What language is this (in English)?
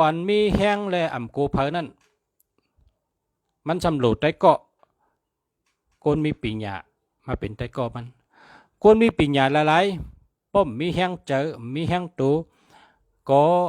Shan